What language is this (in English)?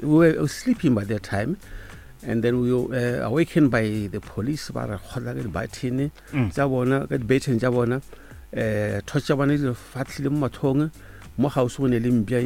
Northern Sotho